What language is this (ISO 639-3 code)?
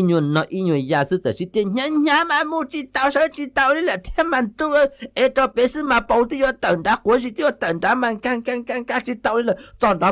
hmn